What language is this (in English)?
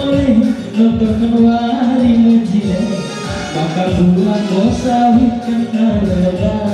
Batak Karo